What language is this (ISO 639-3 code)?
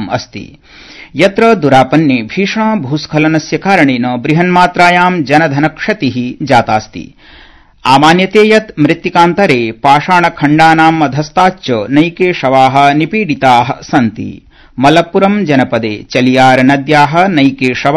san